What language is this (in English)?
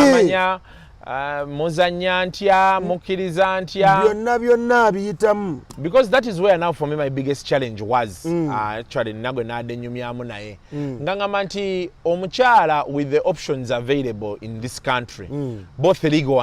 Ganda